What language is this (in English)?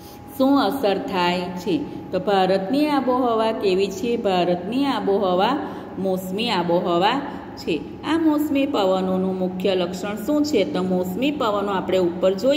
Gujarati